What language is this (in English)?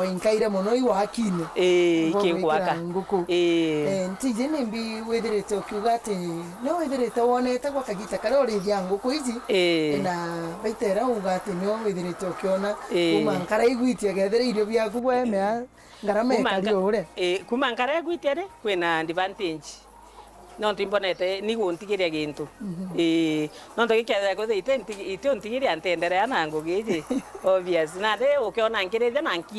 Meru